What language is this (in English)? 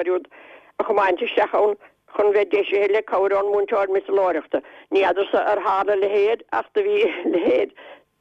Irish